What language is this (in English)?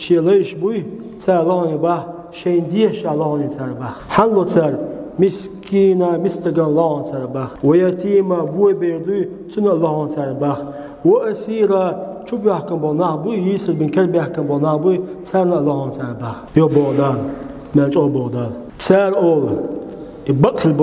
Chechen